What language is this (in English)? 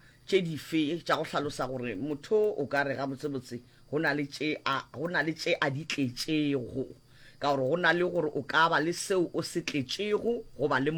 Northern Sotho